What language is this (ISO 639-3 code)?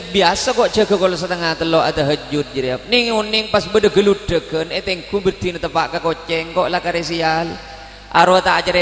mad